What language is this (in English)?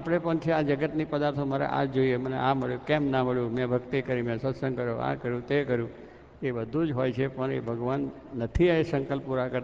Gujarati